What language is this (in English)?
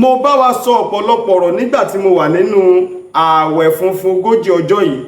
Yoruba